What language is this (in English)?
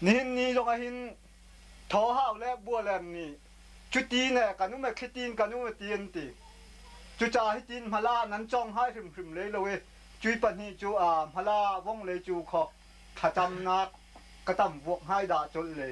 Hakha Chin